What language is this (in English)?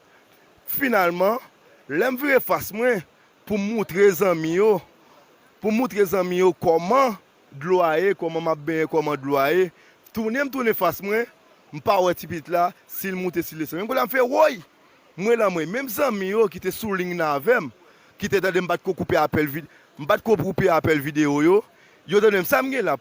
Haitian Creole